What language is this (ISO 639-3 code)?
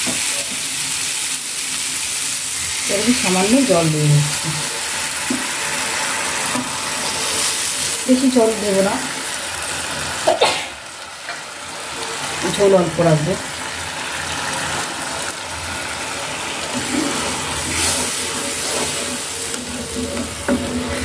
ben